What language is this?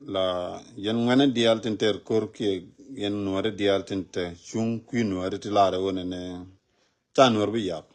Nuer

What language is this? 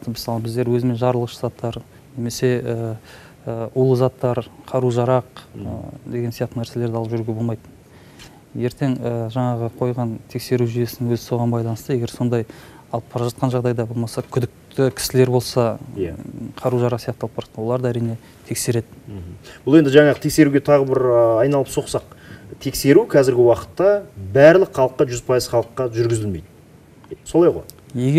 Kazakh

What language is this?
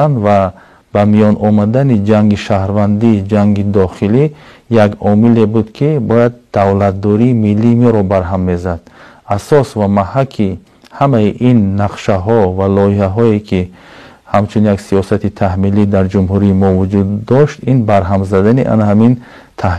Tajik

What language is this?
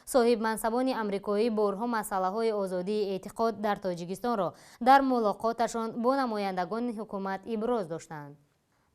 Tajik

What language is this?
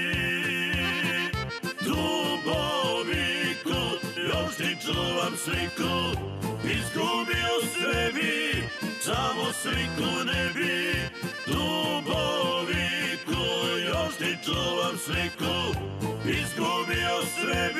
Croatian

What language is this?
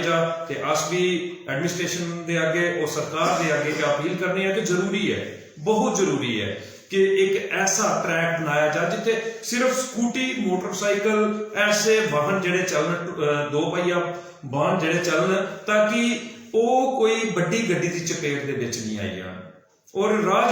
Dogri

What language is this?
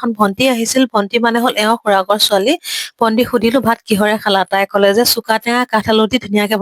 Assamese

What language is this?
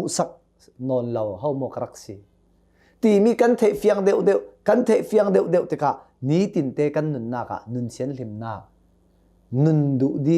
Hakha Chin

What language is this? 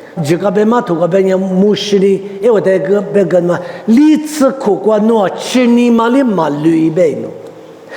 Lisu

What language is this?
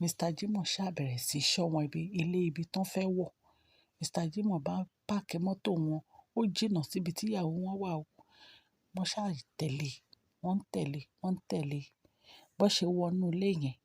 Yoruba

